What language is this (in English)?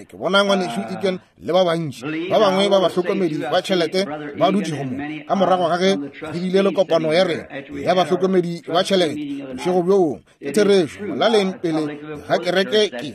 Northern Sotho